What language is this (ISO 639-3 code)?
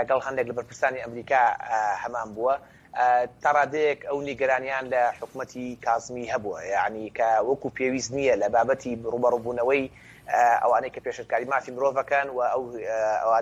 ckb